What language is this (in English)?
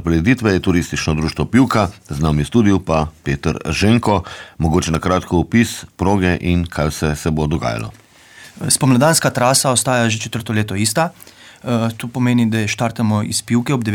Slovenian